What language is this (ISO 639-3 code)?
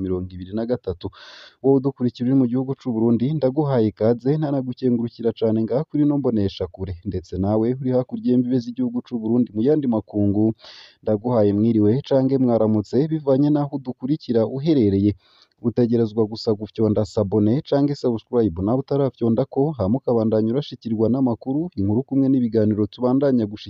run